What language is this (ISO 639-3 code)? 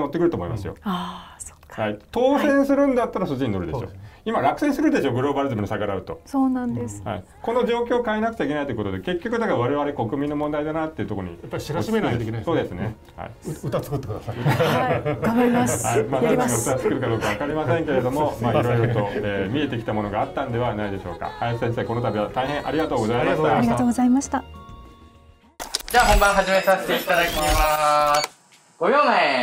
jpn